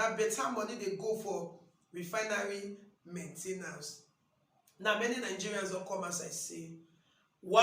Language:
Nigerian Pidgin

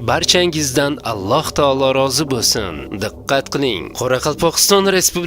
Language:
Uzbek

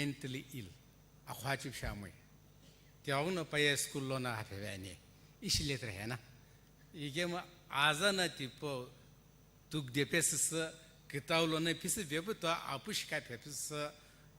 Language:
Sumi Naga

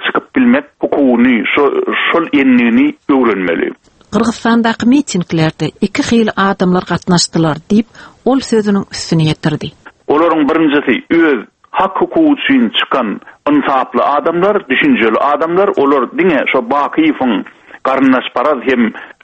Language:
Turkmen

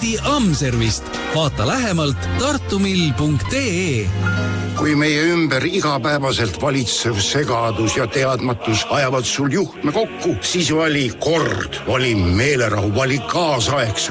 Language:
Estonian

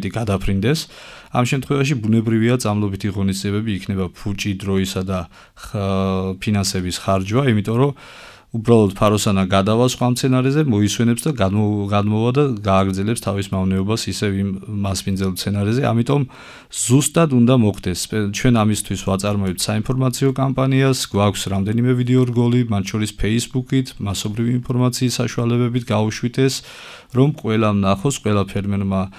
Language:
Georgian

